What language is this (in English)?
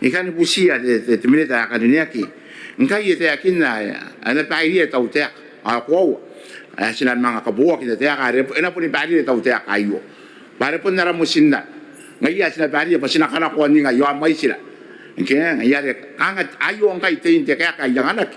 Gilbertese